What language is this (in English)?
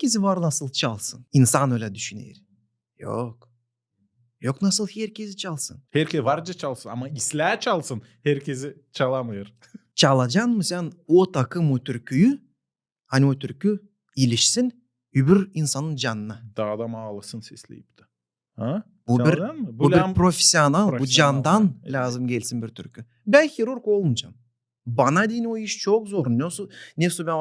Gagauz